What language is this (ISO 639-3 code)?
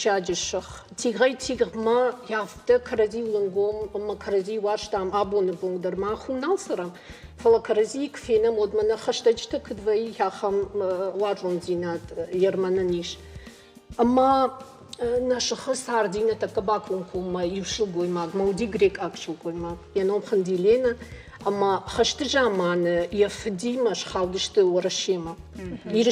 oss